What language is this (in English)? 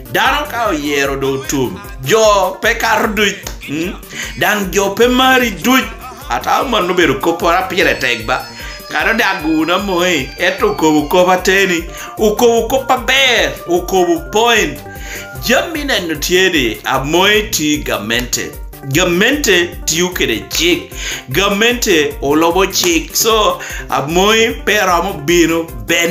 Lango (Uganda)